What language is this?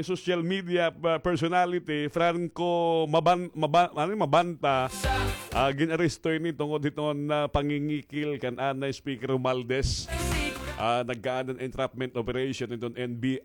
Waray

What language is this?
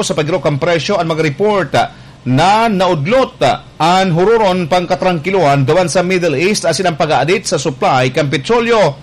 Bikol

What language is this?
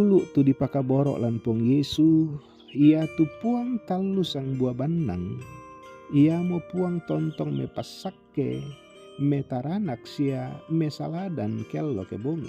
Toraja-Sa'dan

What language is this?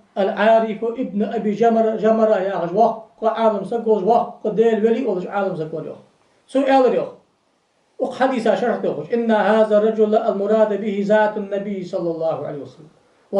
Ingush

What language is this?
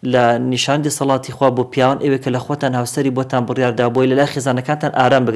Central Kurdish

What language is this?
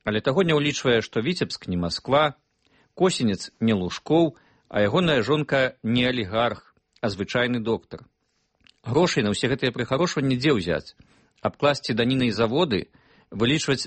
Belarusian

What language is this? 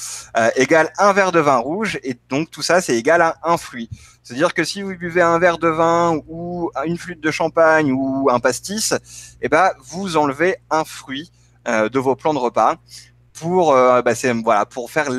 French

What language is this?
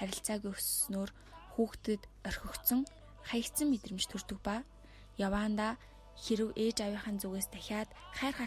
Mongolian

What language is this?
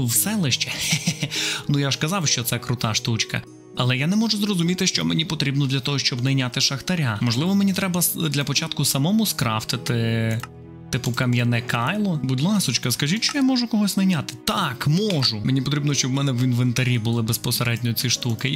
Ukrainian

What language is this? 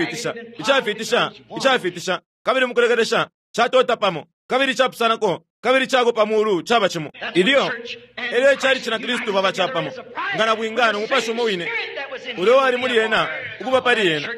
Bemba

